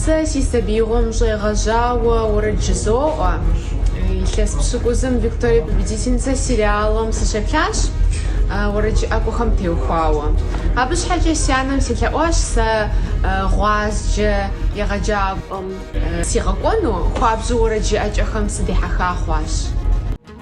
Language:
Kabardian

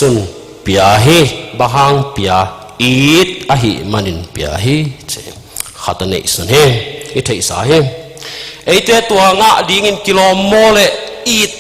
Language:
Tedim Chin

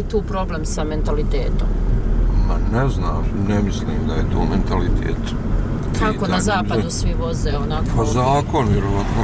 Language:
Bosnian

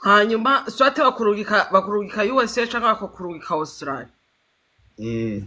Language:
Rundi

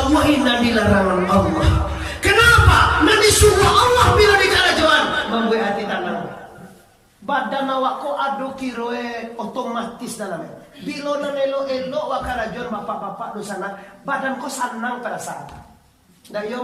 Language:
Minangkabau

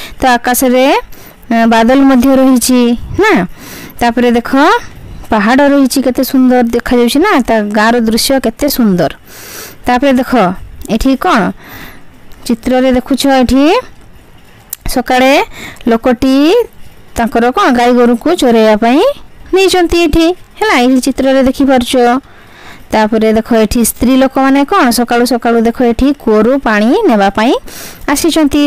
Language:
Odia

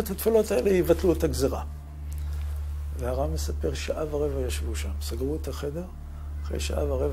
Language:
Hebrew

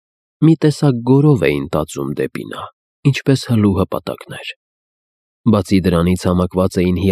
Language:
Armenian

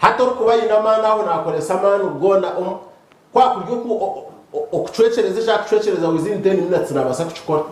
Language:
Nyankole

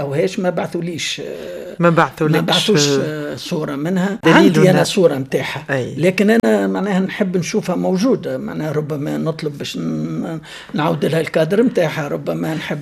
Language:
Tunisian Arabic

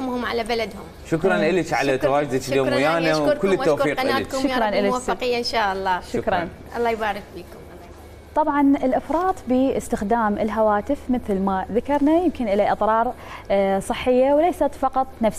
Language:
Mesopotamian Arabic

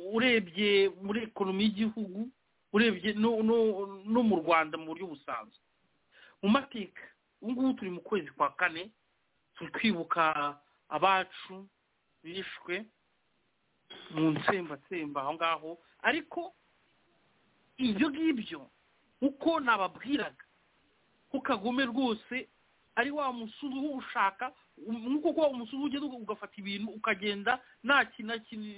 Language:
Kinyarwanda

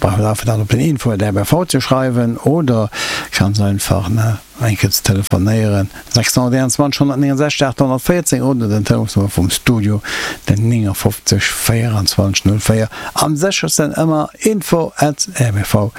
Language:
Luxembourgish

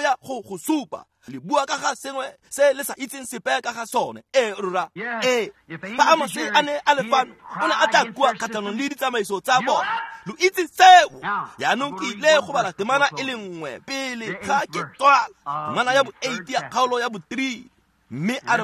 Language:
Tswana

